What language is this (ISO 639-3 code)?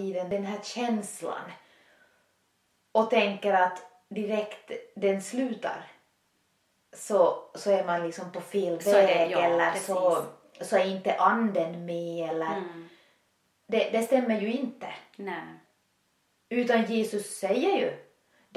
swe